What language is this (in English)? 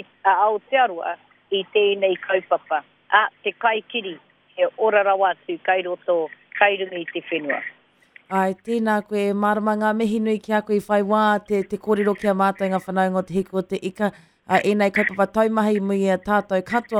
Māori